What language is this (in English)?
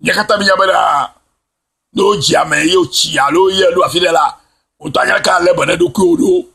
Ewe